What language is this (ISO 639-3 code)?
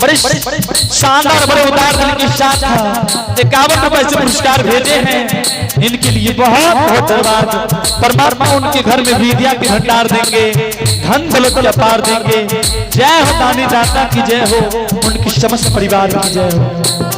anp